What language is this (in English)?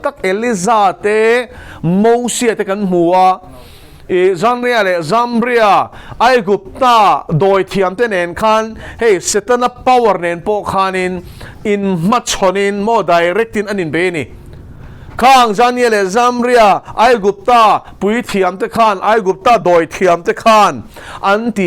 Mizo